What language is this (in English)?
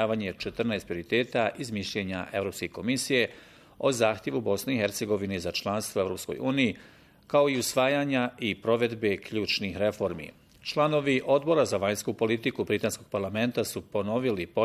Bosnian